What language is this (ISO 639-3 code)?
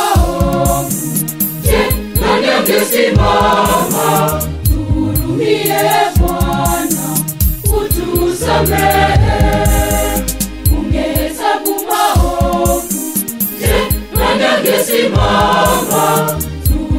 swa